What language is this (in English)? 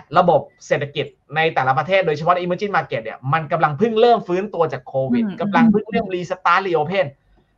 Thai